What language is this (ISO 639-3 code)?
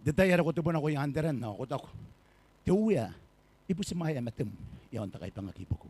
gil